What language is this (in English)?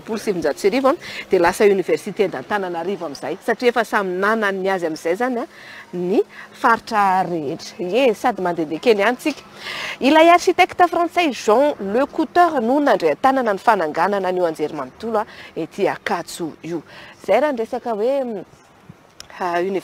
Malagasy